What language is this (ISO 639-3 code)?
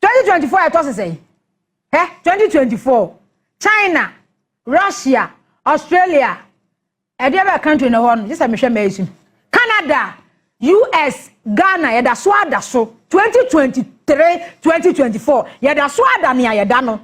aka